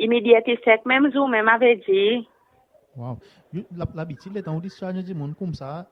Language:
Seselwa Creole French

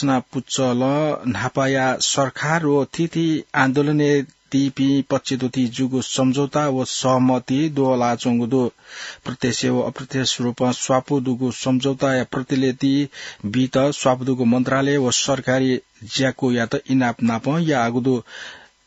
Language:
Newari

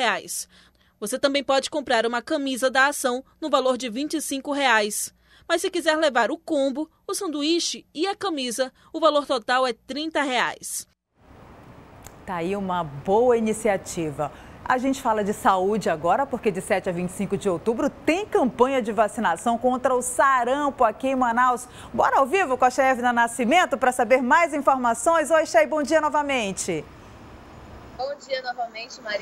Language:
Portuguese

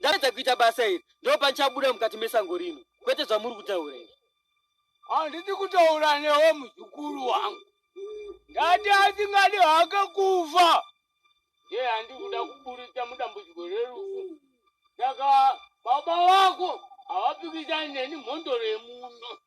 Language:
Shona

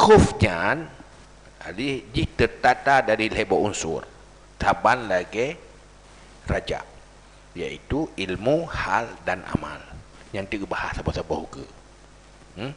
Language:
Achinese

